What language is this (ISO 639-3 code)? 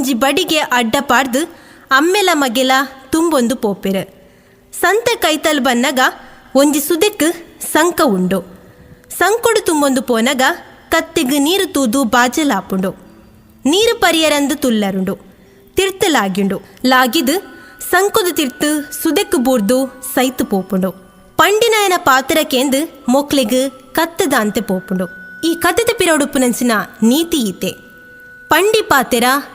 tcy